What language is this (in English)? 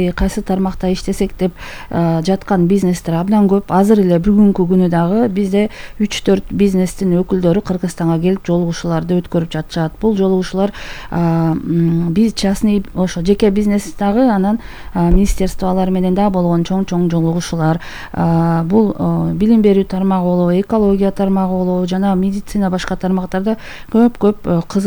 Kyrgyz